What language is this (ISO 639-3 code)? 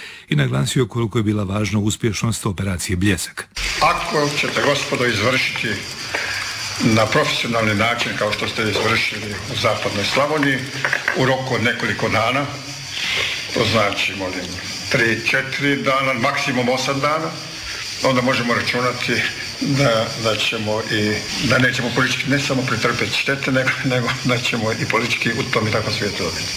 hrv